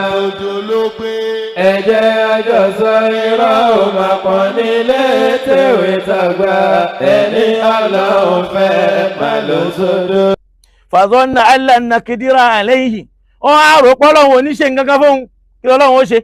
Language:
Yoruba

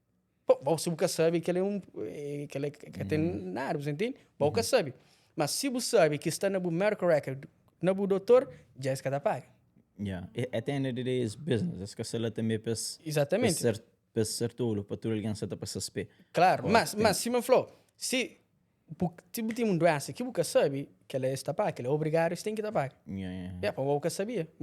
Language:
Kabuverdianu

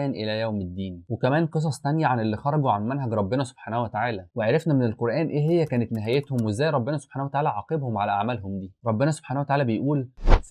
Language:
Egyptian Arabic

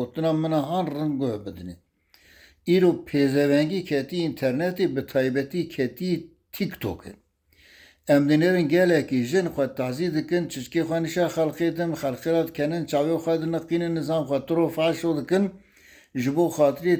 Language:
Kurdish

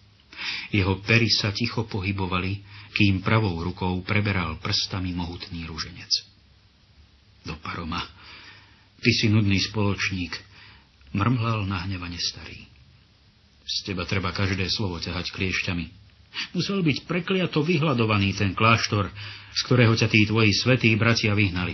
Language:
Slovak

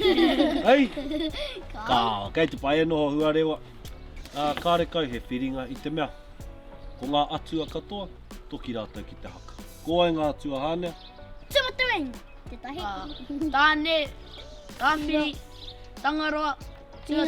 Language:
Māori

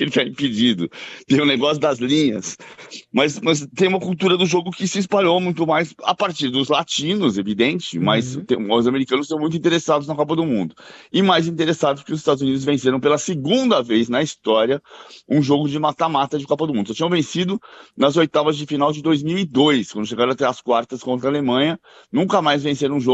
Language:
Portuguese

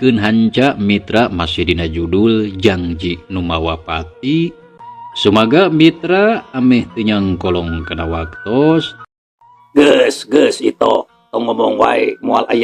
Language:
Sundanese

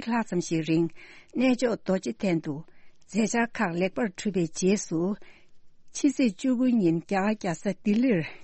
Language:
Tibetan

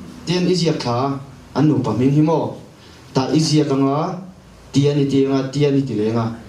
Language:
Mizo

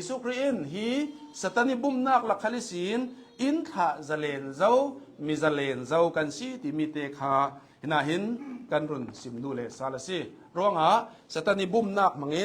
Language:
Hakha Chin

